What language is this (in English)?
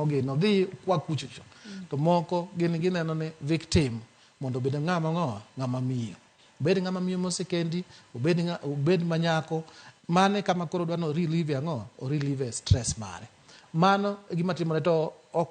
Luo (Kenya and Tanzania)